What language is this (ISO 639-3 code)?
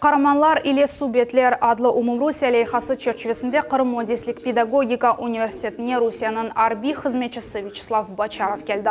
crh